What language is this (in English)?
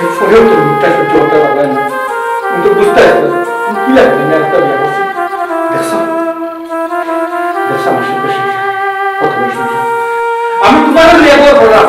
Sylheti